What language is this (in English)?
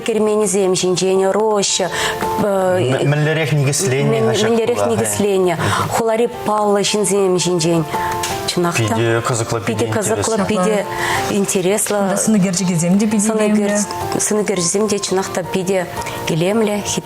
Chuvash